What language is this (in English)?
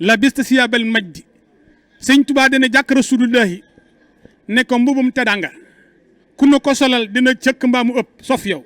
Wolof